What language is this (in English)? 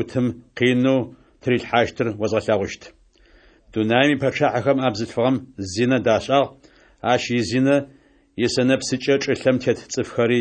Adyghe